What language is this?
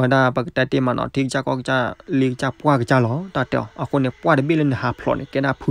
S'gaw Karen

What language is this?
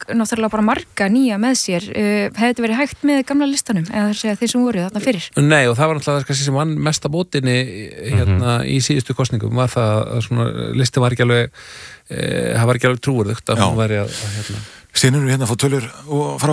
Icelandic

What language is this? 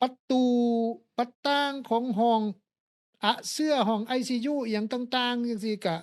Lao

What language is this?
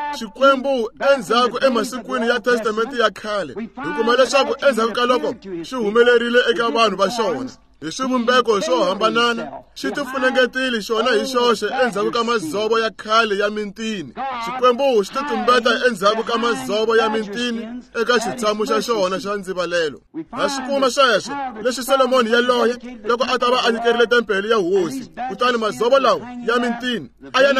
Tsonga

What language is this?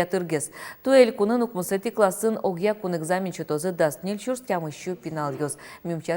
Udmurt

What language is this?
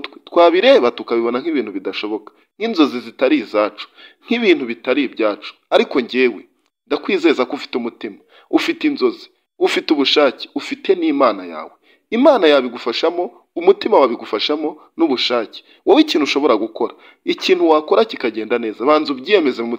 Kinyarwanda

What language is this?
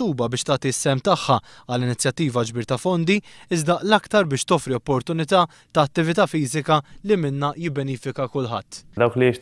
Maltese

